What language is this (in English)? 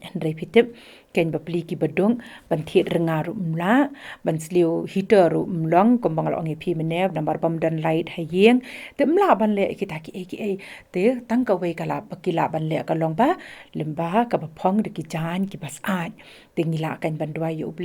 Khasi